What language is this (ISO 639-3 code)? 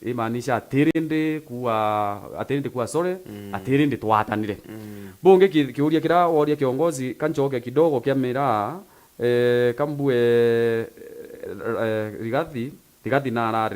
mer